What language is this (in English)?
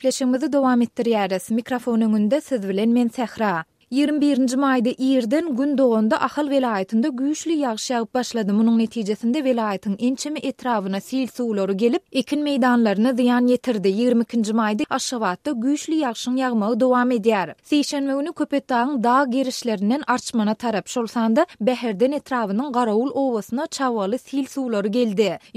Turkmen